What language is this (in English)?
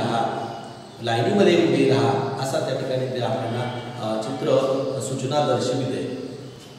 Marathi